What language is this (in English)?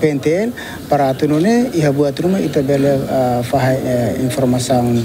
Tetum